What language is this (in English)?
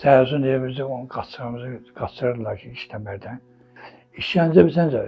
Azerbaijani